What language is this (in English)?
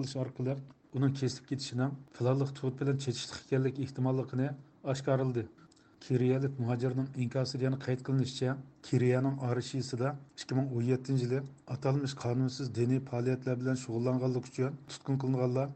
Uyghur